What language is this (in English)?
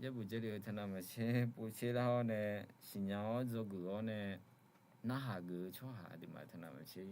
Akha